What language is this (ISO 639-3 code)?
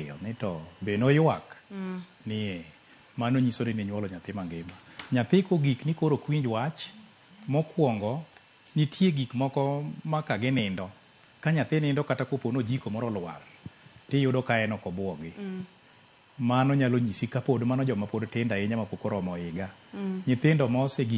luo